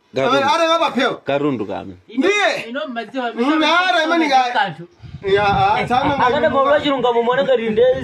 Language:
Nyanja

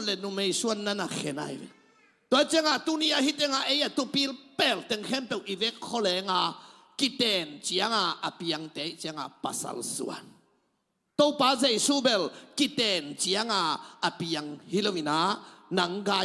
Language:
Tedim Chin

